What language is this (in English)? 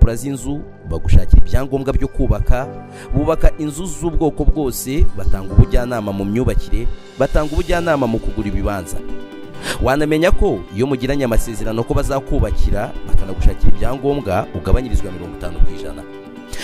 Kinyarwanda